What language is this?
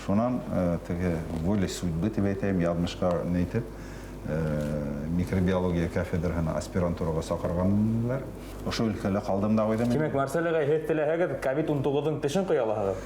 Bashkir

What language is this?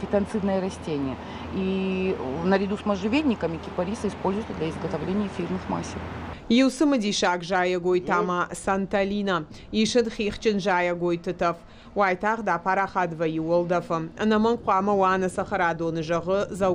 Ossetic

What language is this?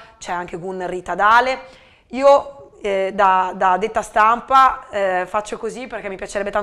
Italian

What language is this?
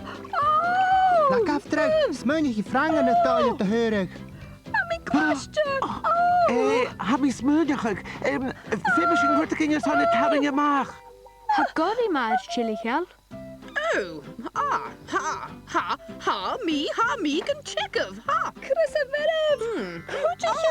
Scottish Gaelic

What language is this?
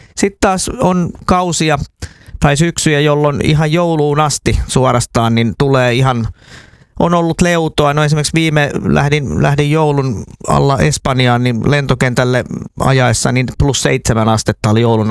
Finnish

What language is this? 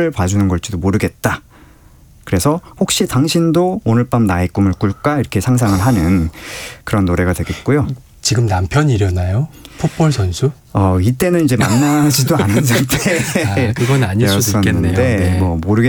Korean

